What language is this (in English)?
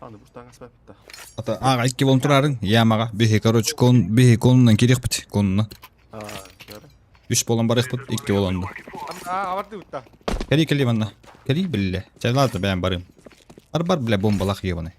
Yakut